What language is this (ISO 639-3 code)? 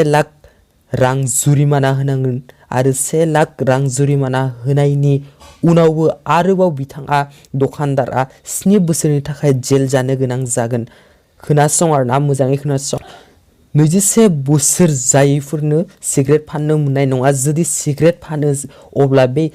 brx